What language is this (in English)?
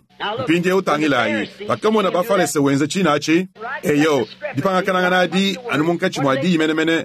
Luba-Lulua